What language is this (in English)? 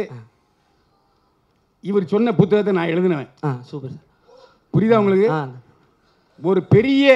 Tamil